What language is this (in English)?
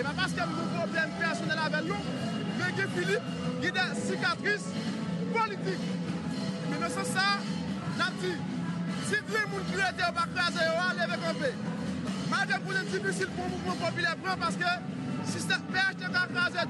Haitian Creole